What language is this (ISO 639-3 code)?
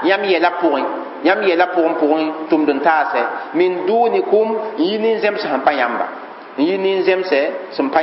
mos